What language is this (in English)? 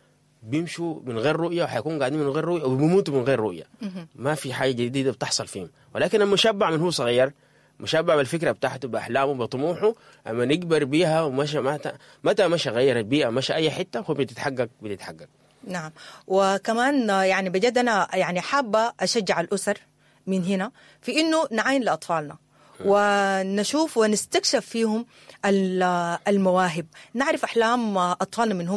Sudanese Arabic